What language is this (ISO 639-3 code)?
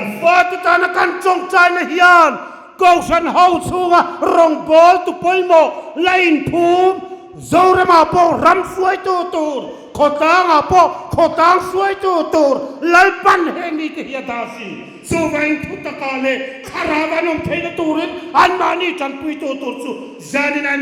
hmr